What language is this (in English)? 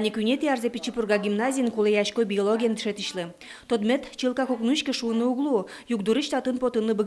Udmurt